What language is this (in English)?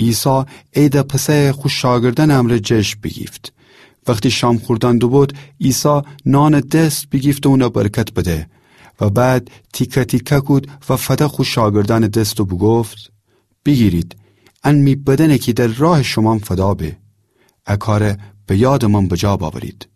Gilaki